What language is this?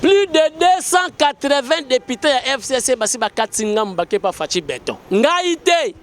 Lingala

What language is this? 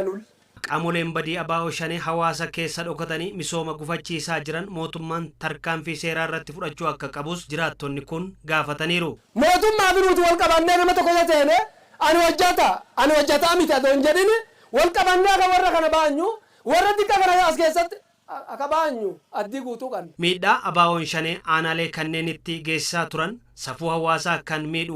Oromo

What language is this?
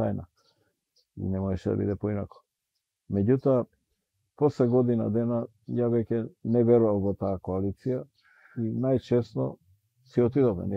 Macedonian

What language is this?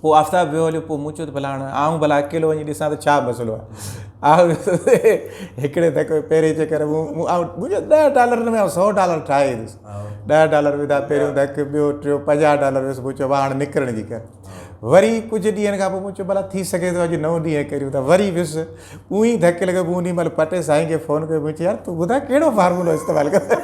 Sindhi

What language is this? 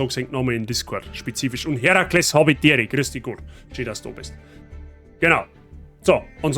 Bavarian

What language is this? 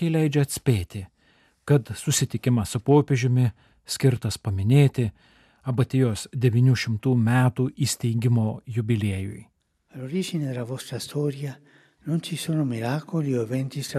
Lithuanian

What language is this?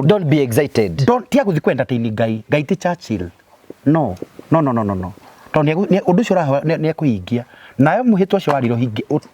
Kikuyu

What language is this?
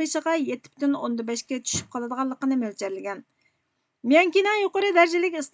Uyghur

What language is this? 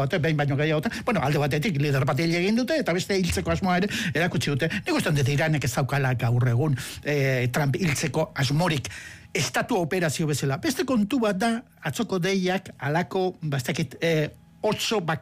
Basque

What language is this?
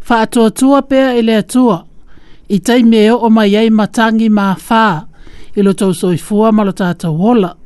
Samoan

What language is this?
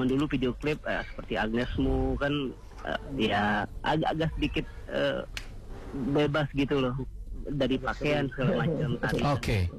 Indonesian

